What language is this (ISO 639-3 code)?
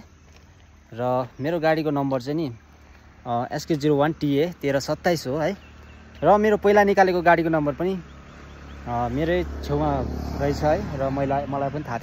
nep